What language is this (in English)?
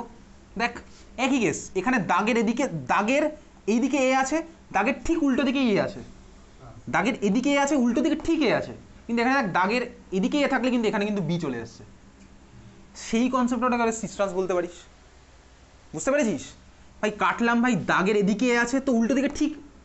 Bangla